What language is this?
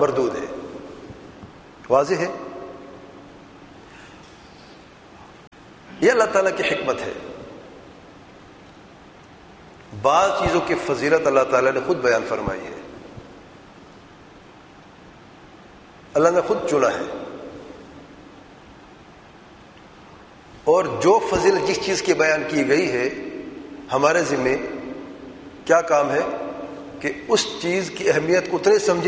Urdu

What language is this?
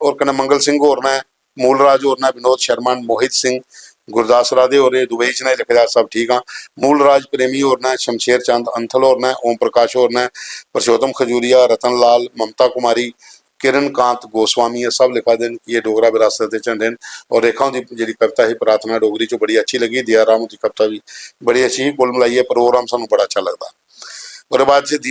Dogri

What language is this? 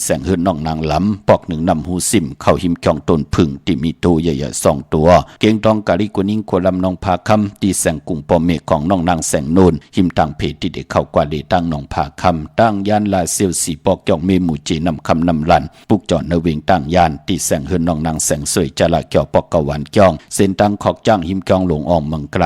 Shan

